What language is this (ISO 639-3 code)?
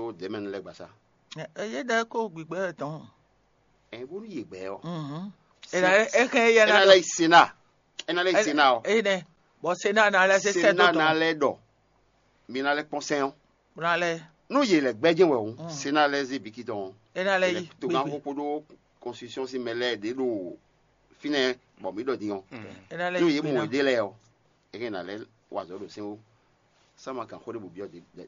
fon